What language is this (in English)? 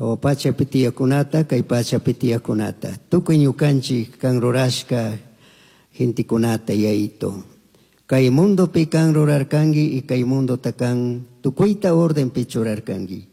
Chimborazo Highland Quichua